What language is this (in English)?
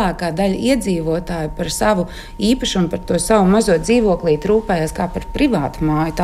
Latvian